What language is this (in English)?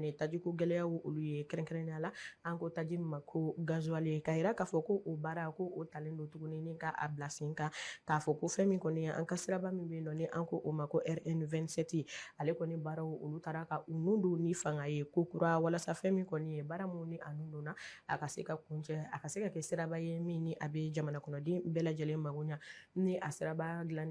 Bambara